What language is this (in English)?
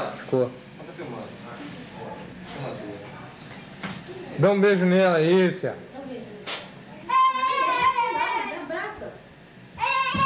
Portuguese